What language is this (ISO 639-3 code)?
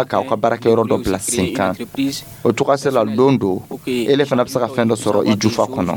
dyu